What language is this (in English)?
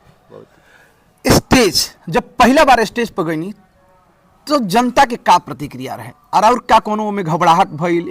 Bhojpuri